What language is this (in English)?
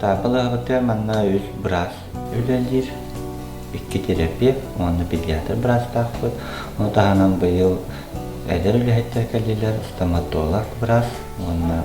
Yakut